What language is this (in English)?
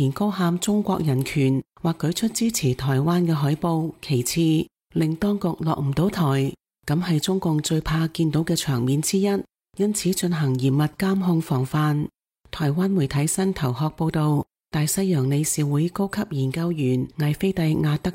Cantonese